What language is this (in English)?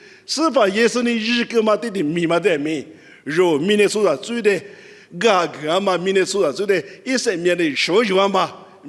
Lisu